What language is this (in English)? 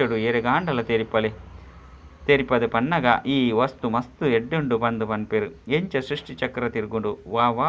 Tulu